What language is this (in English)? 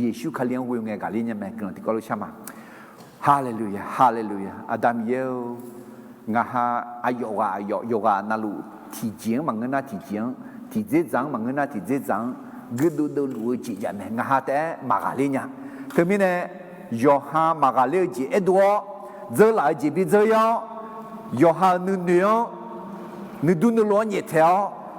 Akha